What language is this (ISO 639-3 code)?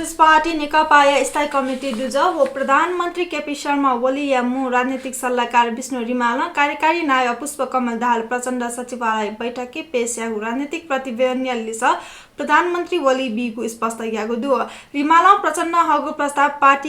new